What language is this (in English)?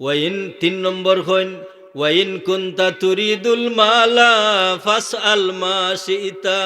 Sylheti